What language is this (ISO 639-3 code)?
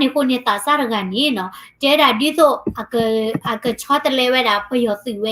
ksw